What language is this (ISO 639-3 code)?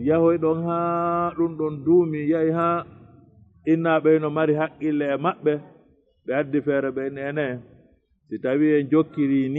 ful